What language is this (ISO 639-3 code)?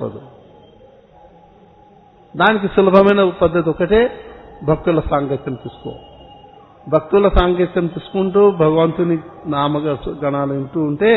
tel